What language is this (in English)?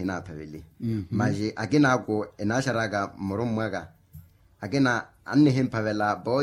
Makhuwa